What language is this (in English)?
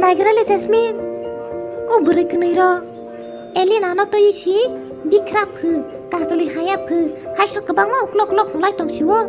Kok Borok